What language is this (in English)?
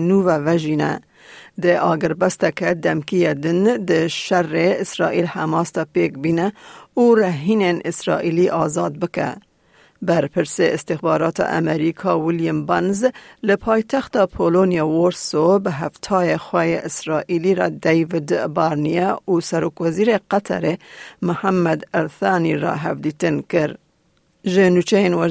Kurdish